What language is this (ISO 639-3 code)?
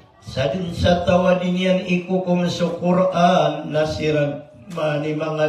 mrw